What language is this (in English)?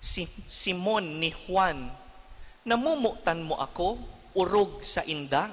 Bikol